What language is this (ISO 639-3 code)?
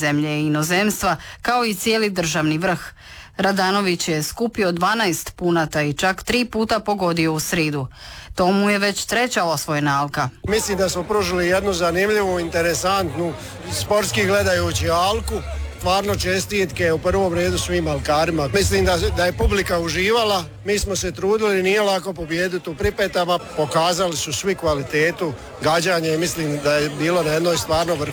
hrv